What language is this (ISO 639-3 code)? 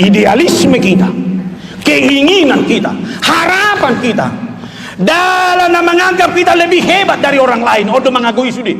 bbc